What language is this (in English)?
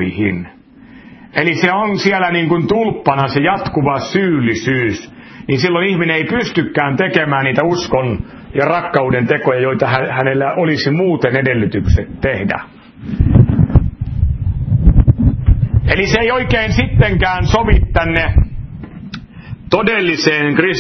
Finnish